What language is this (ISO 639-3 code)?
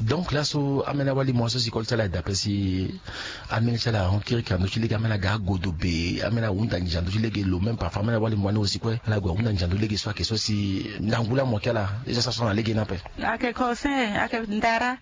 sag